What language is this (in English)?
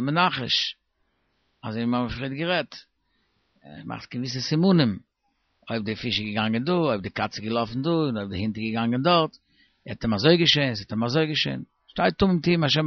Yiddish